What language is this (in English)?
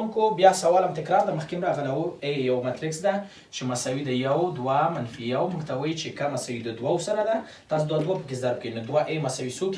Pashto